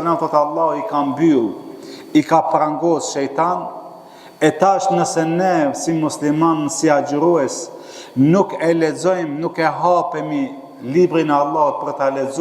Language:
Albanian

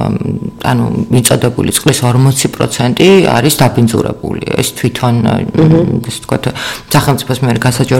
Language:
Georgian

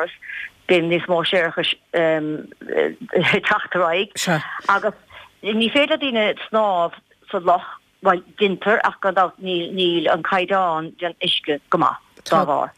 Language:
Irish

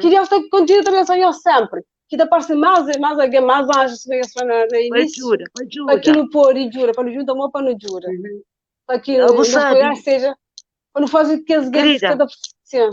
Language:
Kabuverdianu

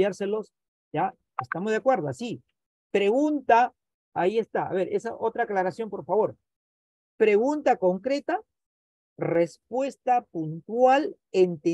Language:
Spanish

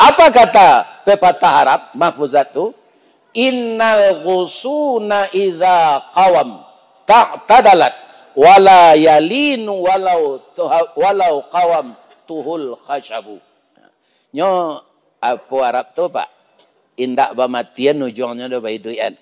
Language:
Minangkabau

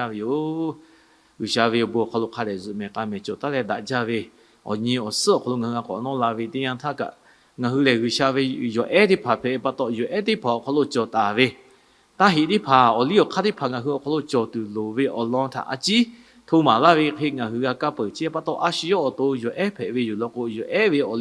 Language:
Lahu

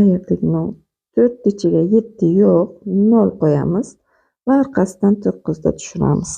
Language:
Uzbek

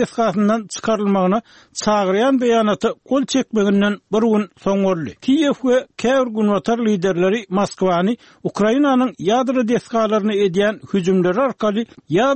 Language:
Turkmen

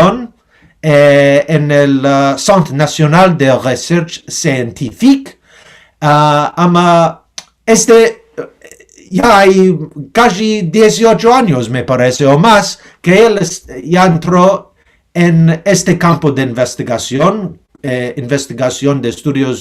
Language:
Ladino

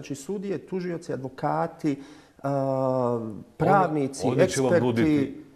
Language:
Bosnian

